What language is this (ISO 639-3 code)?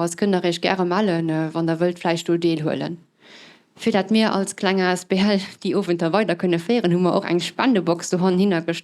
ltz